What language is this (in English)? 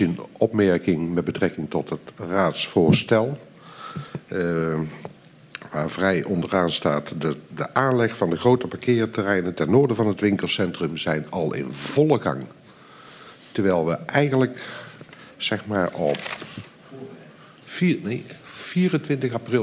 Dutch